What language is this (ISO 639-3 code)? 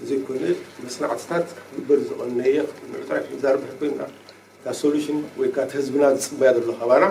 tir